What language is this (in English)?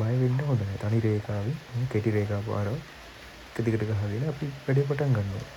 Sinhala